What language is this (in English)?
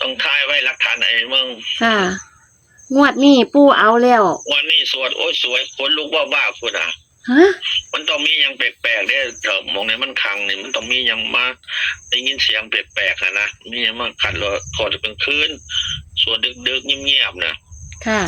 Northeastern Thai